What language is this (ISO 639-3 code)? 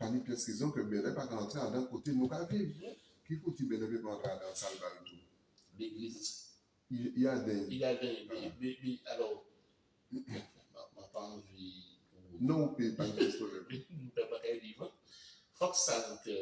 gcf